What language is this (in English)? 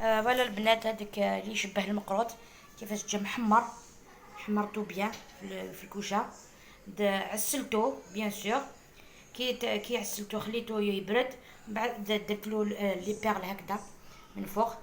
Algerian Arabic